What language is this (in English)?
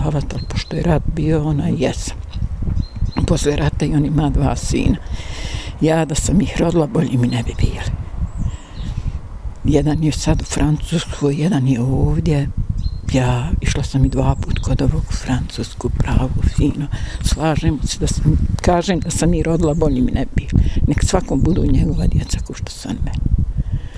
Bosnian